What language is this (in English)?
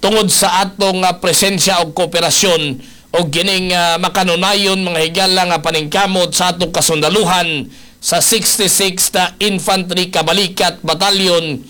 Cebuano